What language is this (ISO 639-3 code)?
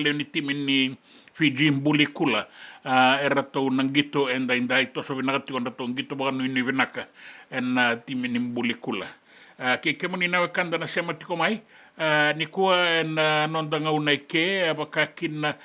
fij